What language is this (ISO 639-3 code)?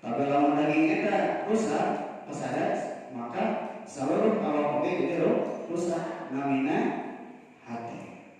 sun